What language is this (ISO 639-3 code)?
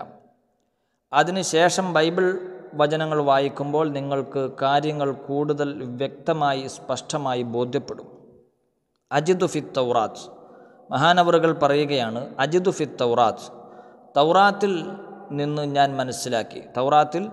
mal